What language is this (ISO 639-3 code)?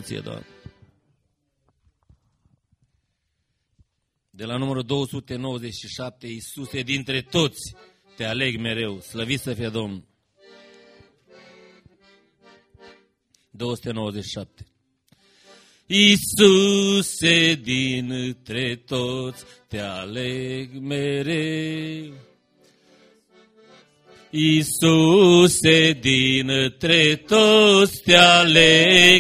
ron